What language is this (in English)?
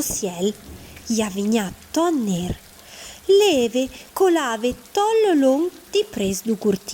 Arpitan